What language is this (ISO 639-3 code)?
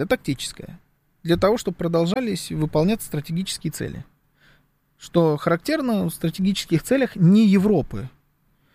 rus